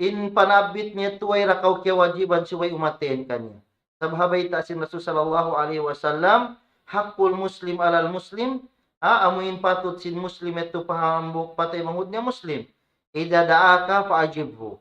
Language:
Tausug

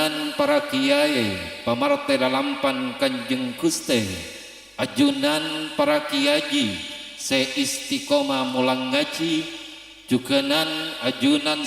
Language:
Madurese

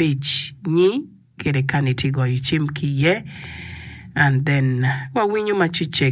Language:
Acoli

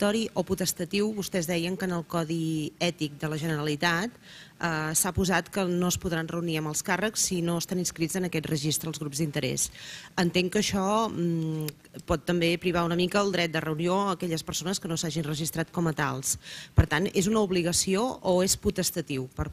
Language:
Catalan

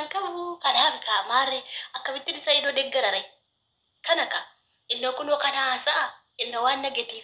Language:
Oromo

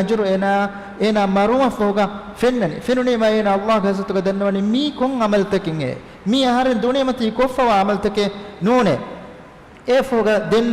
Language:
Divehi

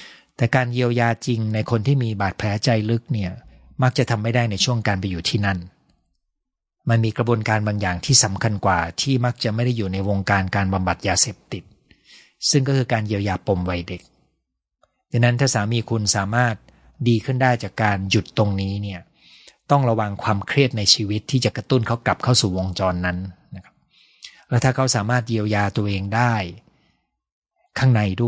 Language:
Thai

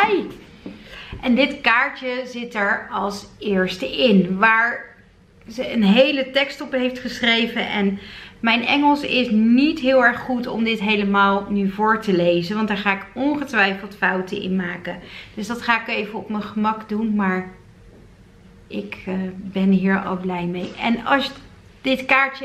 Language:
Dutch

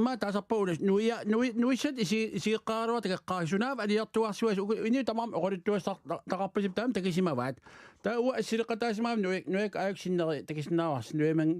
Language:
Kalaallisut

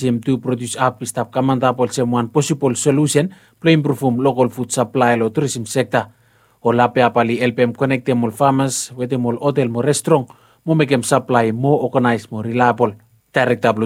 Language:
Bislama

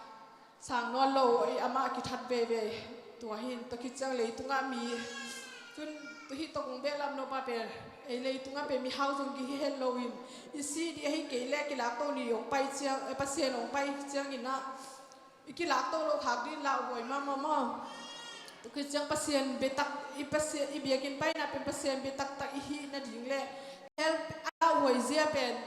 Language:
Tedim Chin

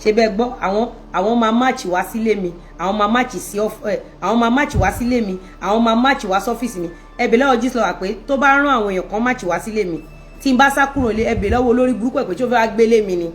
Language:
Yoruba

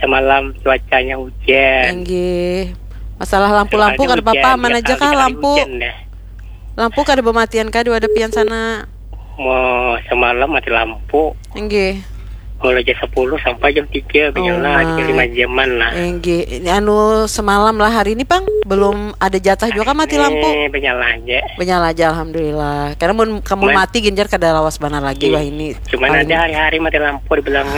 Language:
Banjar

